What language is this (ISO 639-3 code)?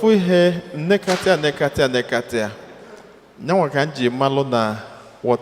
ibo